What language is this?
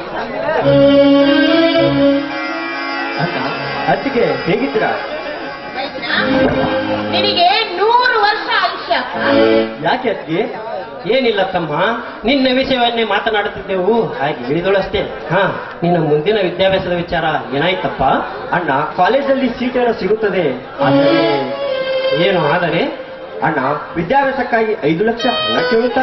Kannada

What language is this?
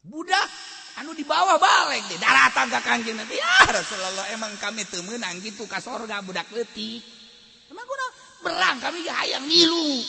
Sundanese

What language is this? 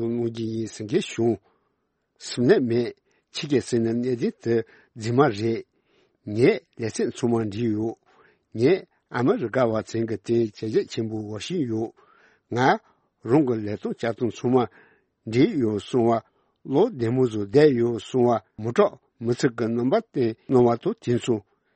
Tibetan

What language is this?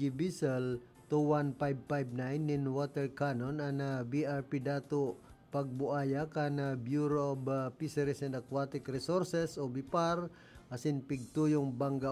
Bikol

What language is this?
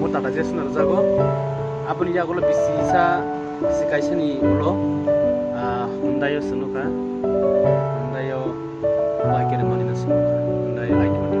Kok Borok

